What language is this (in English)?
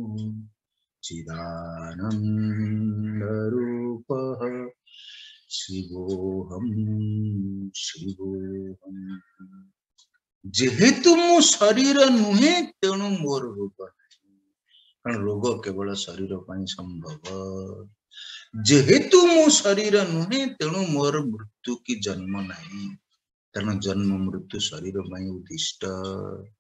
Odia